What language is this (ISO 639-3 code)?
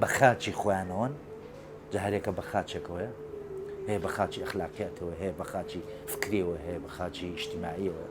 ckb